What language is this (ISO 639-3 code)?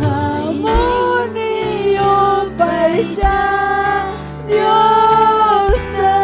quy